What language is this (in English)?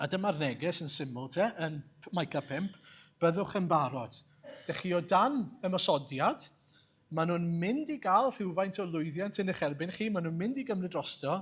Welsh